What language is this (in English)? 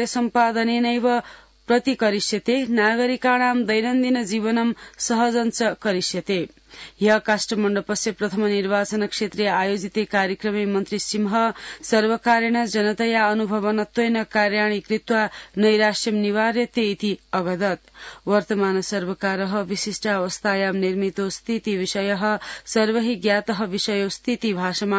Sanskrit